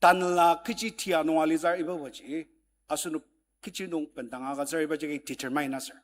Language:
Ao Naga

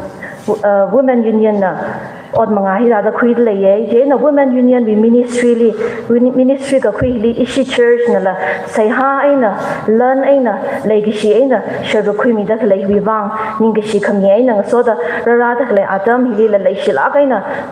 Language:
Tangkhul Naga (India)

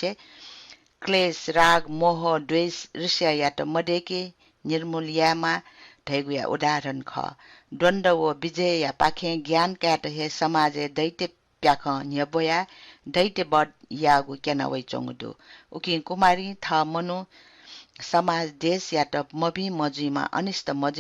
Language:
Newari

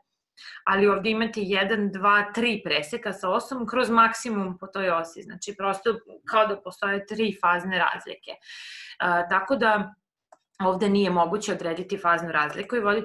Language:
Serbian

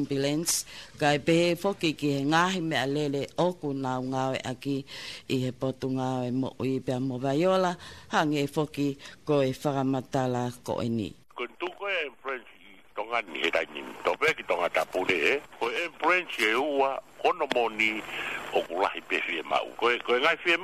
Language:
Tongan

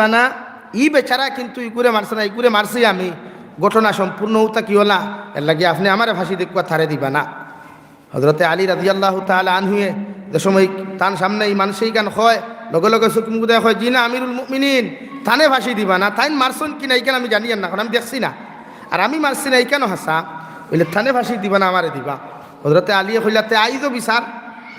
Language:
Sylheti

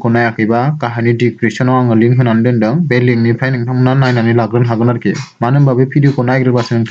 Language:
Bodo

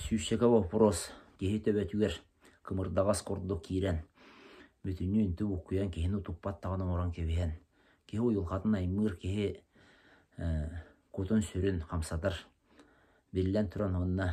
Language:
Yakut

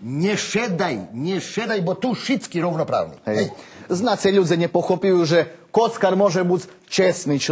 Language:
Rusyn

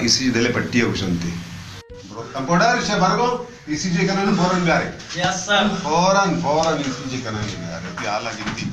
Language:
Baluchi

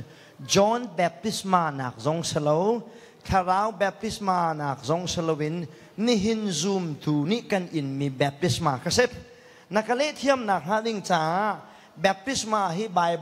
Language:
Hakha Chin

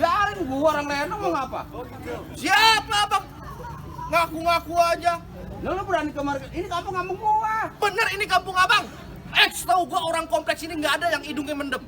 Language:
Betawi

